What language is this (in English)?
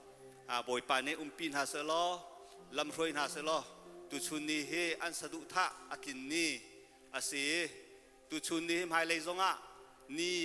Hakha Chin